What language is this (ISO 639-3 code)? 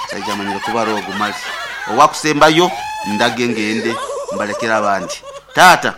nyn